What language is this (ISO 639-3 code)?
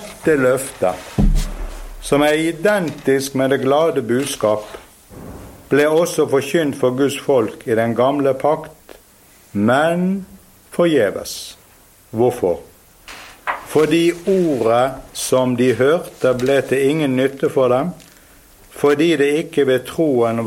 nor